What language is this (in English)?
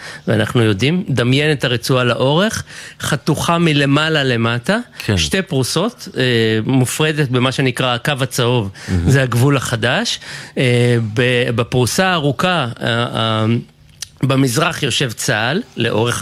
Hebrew